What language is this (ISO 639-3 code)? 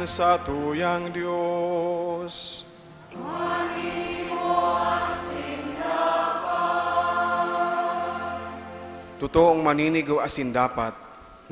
bik